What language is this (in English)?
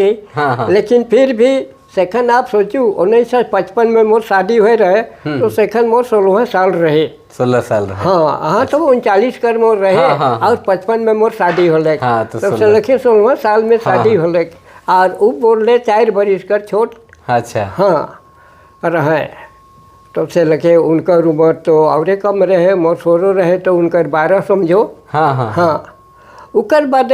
Sadri